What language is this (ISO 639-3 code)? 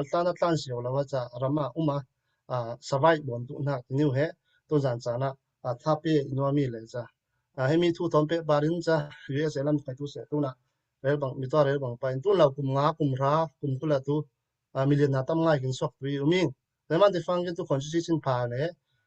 cfm